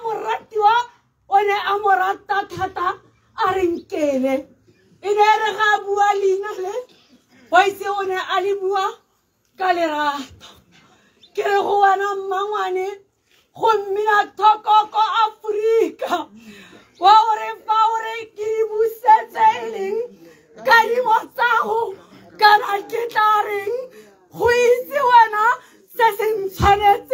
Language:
Tswana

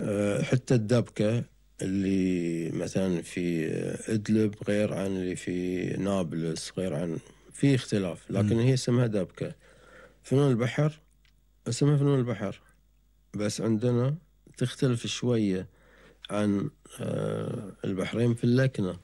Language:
Gulf Arabic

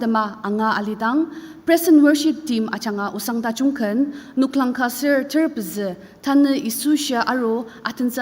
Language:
Ao Naga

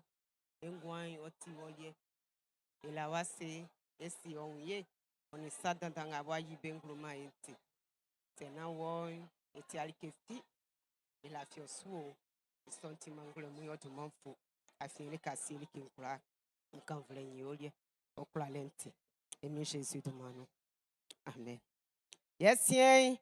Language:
Baoulé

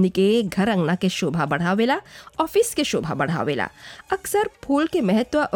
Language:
Bhojpuri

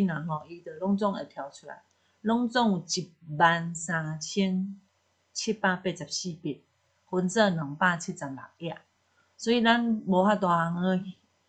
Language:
Min Nan Chinese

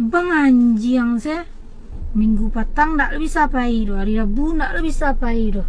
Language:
Minangkabau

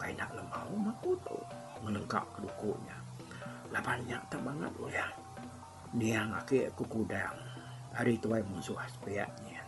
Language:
Iban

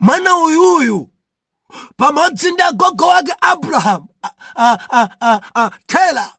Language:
Nyanja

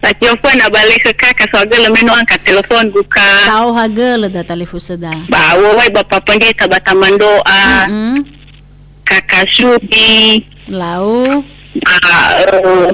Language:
Nias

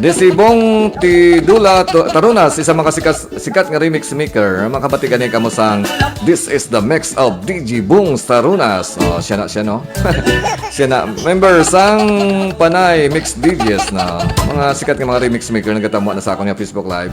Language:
Hiligaynon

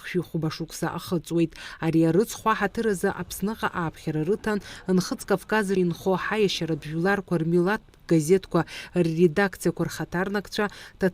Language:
Abkhazian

